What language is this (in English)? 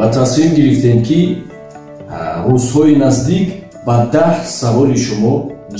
Tajik